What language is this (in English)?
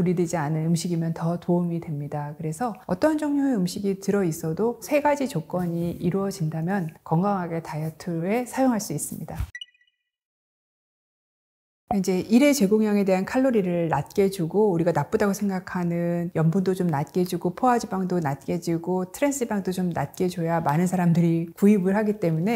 Korean